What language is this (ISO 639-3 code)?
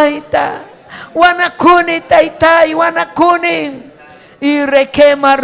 quy